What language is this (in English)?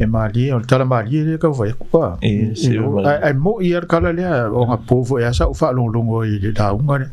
Samoan